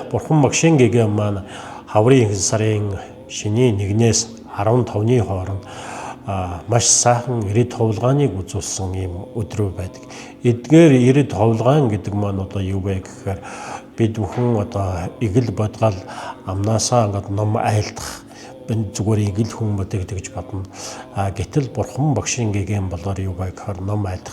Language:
Mongolian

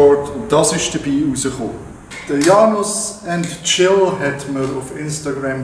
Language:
Swiss German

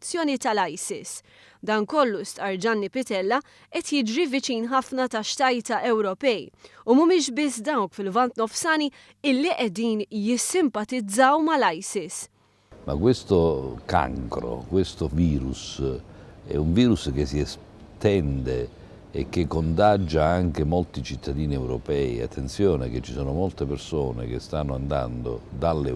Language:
Maltese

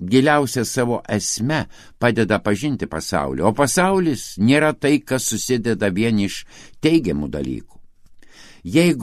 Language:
Lithuanian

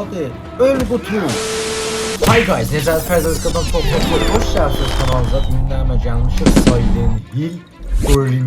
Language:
South Azerbaijani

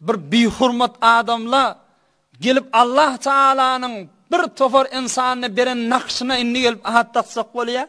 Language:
Turkmen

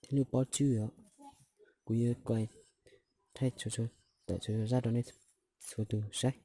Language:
Hmong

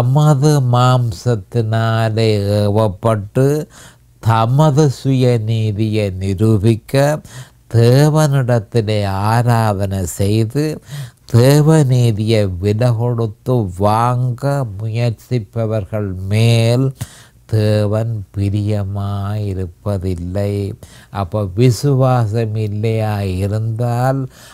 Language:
Tamil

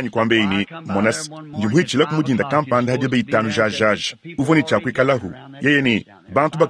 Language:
Luba-Lulua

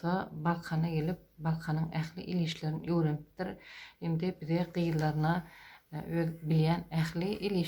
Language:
Turkmen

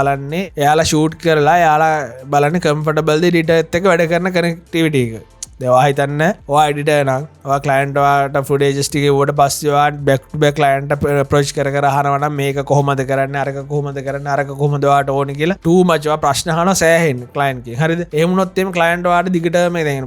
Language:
Sinhala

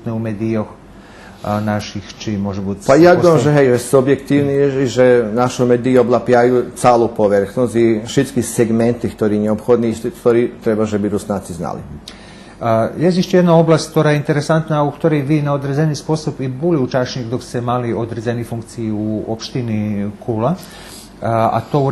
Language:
Rusyn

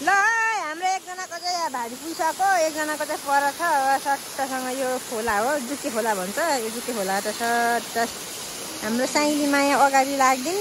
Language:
Nepali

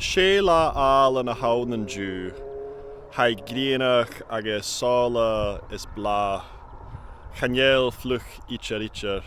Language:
Scottish Gaelic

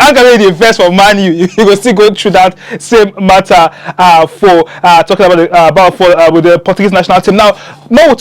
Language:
Nigerian Pidgin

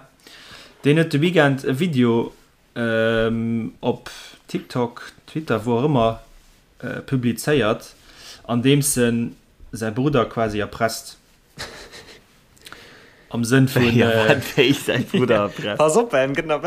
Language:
Luxembourgish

